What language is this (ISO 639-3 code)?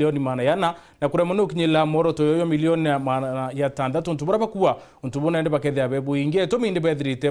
mer